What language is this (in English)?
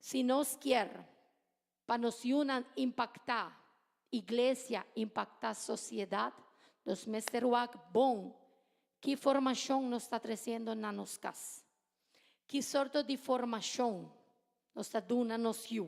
Papiamento